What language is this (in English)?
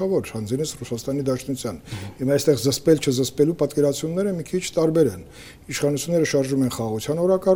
Armenian